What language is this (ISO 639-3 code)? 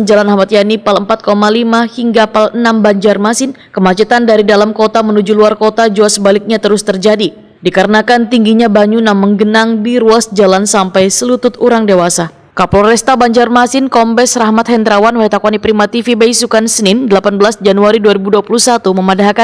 bjn